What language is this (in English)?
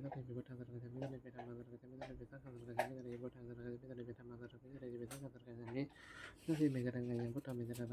Pali